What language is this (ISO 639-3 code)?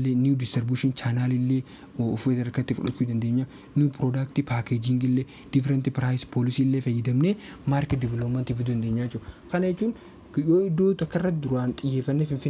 orm